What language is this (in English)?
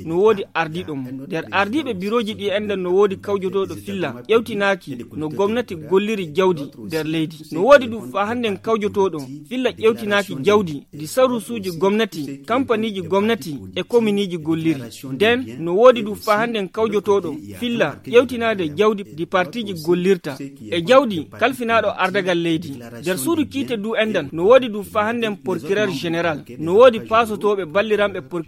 Fula